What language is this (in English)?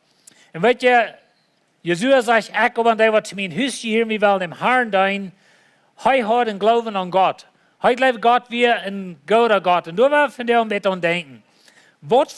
Plautdietsch